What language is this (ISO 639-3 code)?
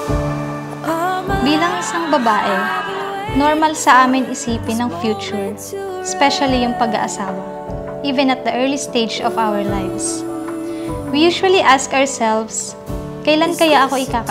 fil